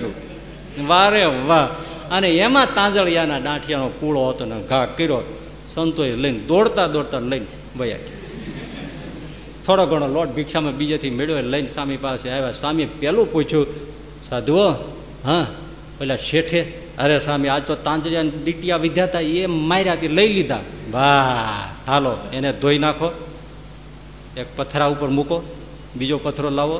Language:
Gujarati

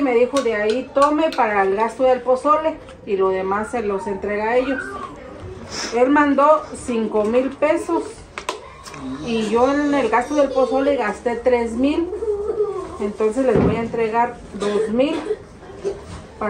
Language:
Spanish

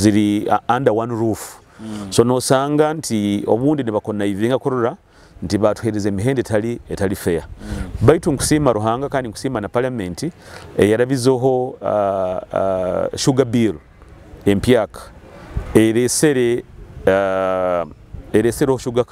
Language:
Nyoro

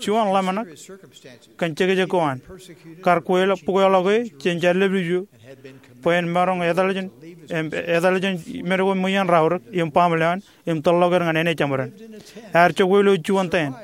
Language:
Marshallese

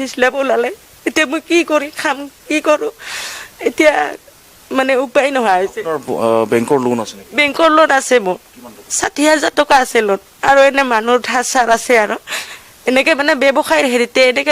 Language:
Assamese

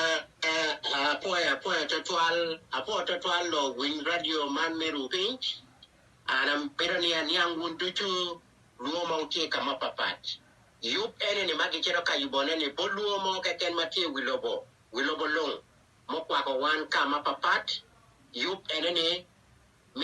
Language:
Acoli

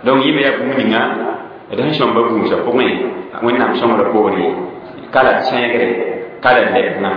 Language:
Mossi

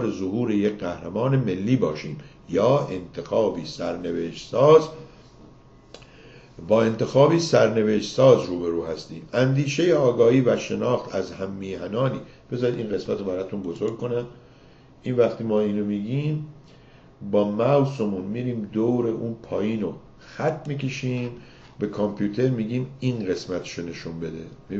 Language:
Persian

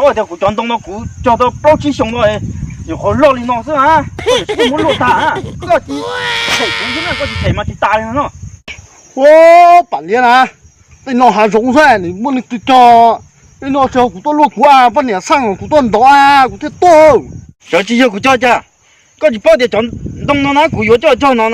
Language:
Hmong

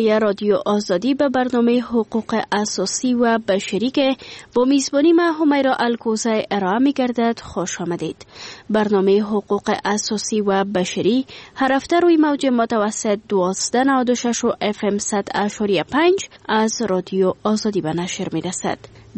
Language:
Persian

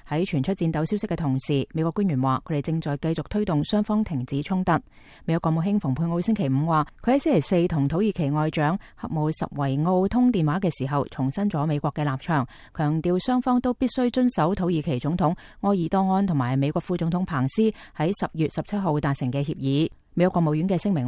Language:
Cantonese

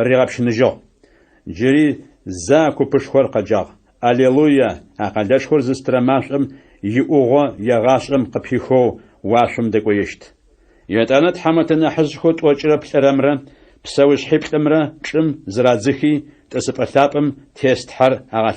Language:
Adyghe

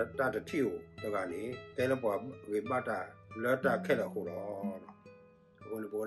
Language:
S'gaw Karen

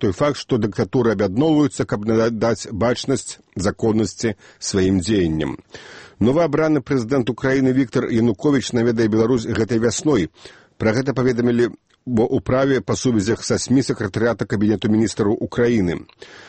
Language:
Belarusian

